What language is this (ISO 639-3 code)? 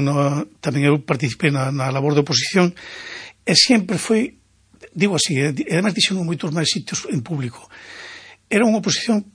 glg